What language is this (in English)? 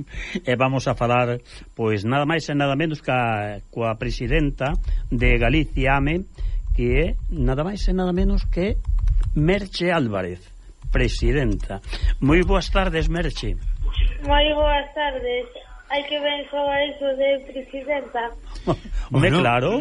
Galician